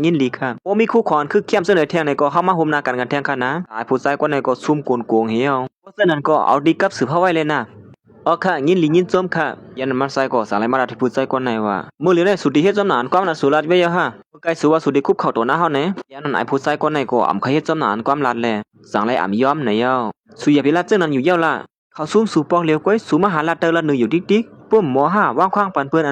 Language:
Shan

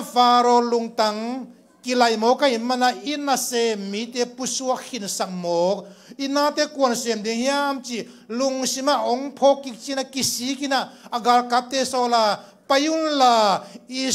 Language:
Tedim Chin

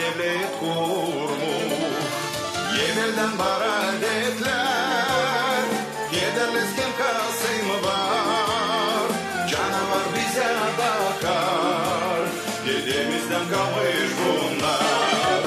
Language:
Gagauz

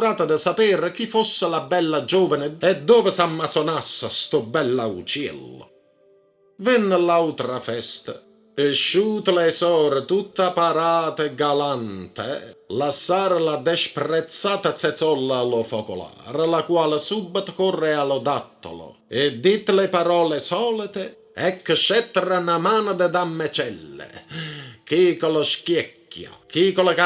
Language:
Neapolitan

